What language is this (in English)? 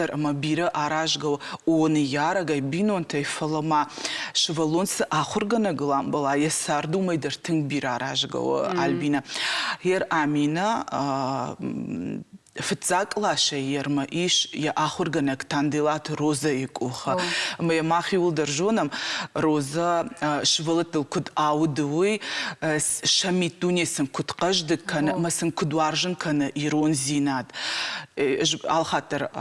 Ossetic